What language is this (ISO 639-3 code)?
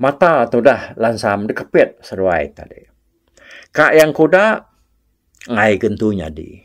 iba